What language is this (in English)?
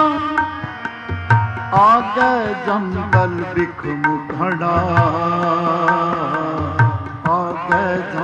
Punjabi